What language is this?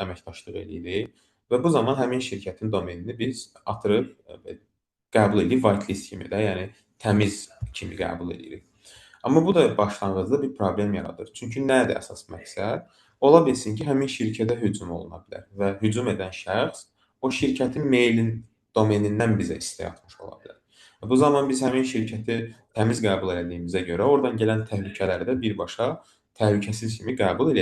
Azerbaijani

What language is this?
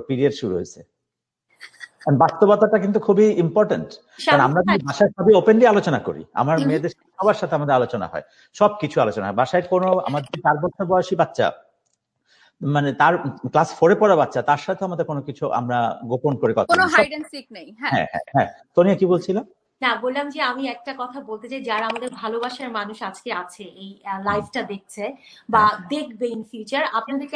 Bangla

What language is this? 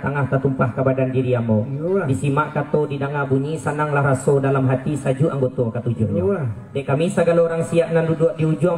Minangkabau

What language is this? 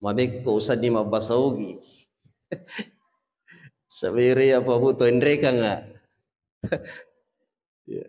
Buginese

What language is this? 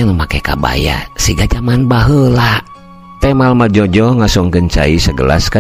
Sundanese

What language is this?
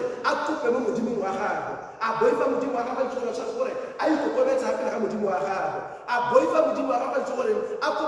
Tswana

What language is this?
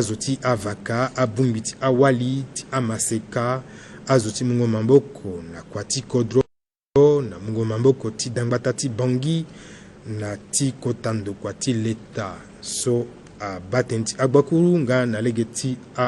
Sango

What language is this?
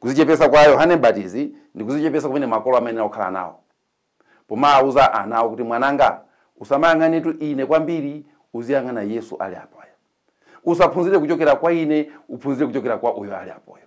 Nyanja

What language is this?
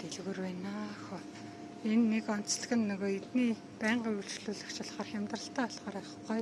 Mongolian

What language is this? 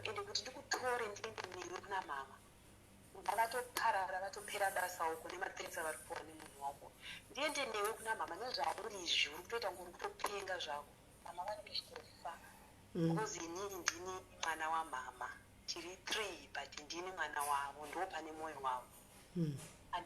Shona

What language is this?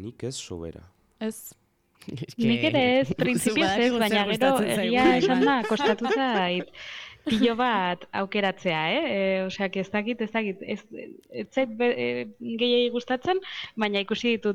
Basque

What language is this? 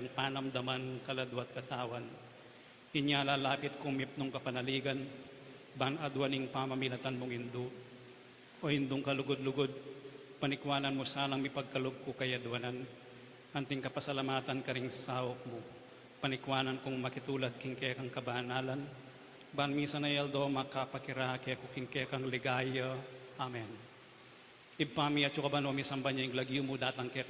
Pampanga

